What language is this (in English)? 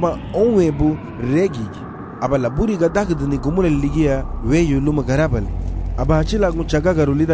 Garifuna